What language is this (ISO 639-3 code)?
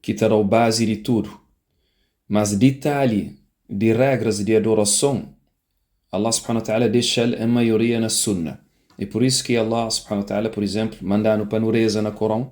kea